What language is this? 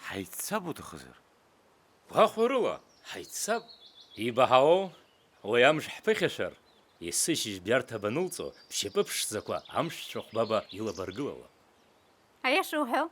Abkhazian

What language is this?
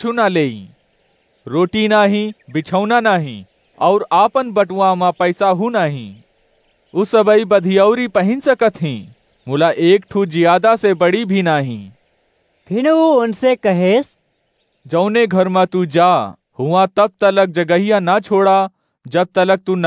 Awadhi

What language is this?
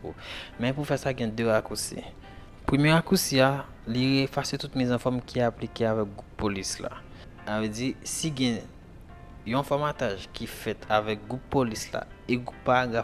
Haitian Creole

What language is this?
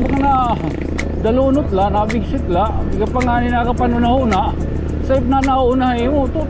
Waray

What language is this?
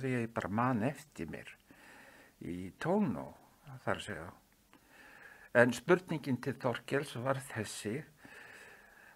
Icelandic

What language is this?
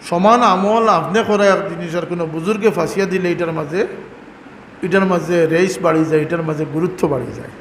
Sylheti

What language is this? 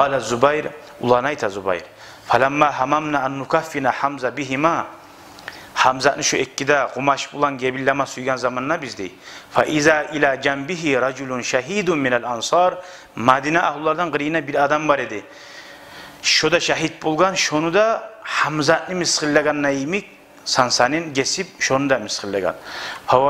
Kumyk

